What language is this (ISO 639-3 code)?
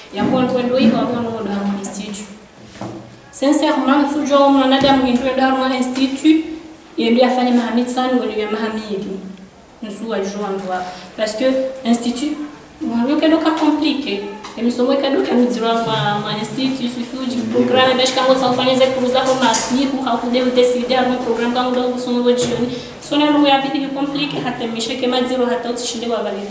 swa